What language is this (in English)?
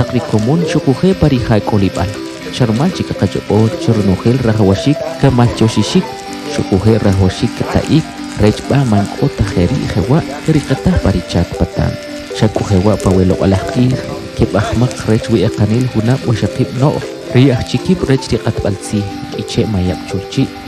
Kʼicheʼ